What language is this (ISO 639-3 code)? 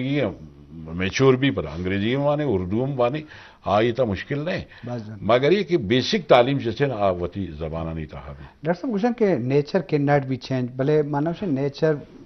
bgp